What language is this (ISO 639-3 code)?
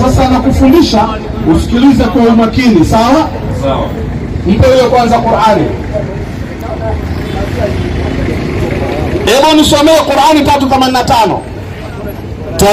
swa